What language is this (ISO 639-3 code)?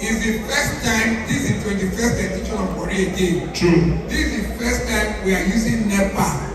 pcm